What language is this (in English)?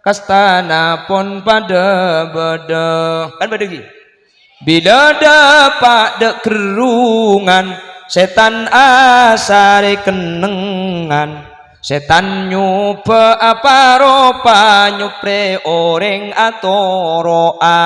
Madurese